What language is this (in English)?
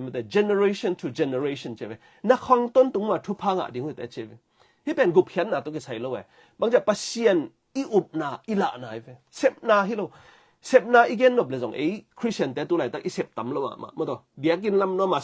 Tedim Chin